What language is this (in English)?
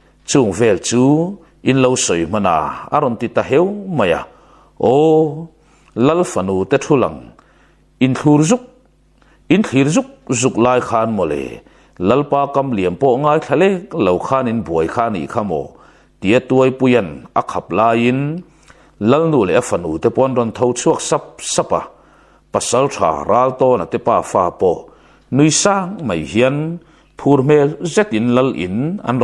Mizo